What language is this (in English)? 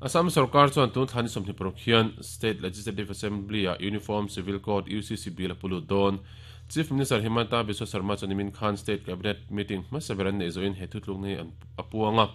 Mizo